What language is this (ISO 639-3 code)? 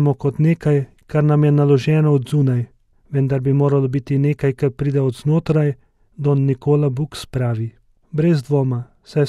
slv